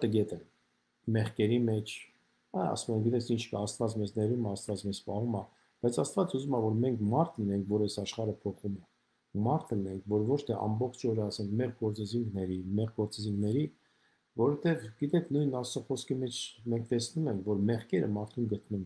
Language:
Armenian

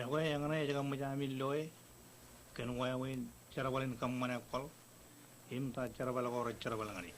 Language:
Marshallese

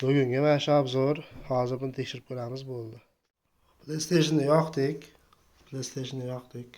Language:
Uzbek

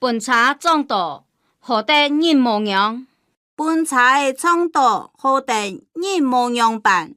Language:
Hakka Chinese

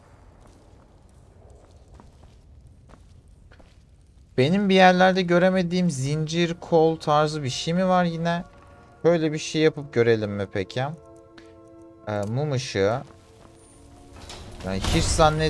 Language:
Turkish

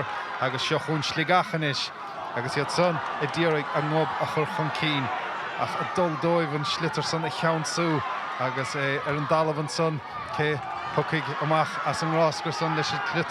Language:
Irish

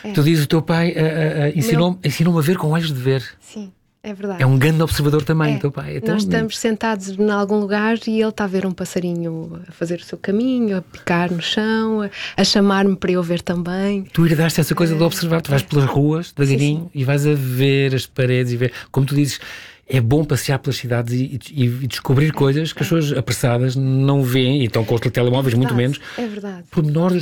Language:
Portuguese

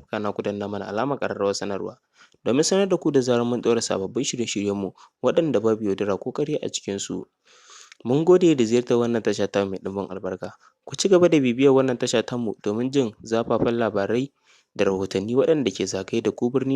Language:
Hausa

